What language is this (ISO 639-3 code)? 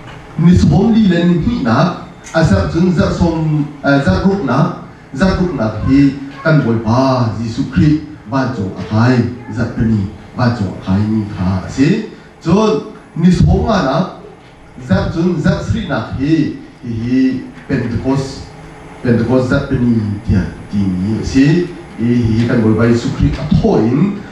cnh